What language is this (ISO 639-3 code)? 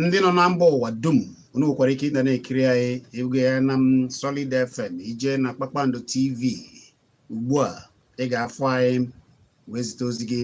ibo